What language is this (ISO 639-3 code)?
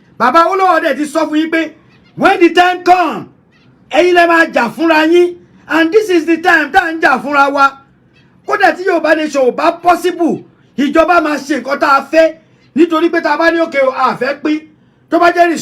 yor